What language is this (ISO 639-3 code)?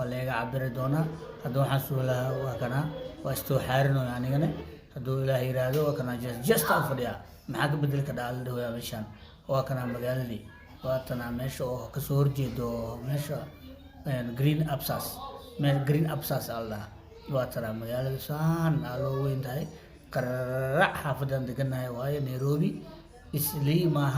som